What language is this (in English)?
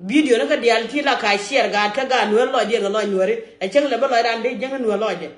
Nuer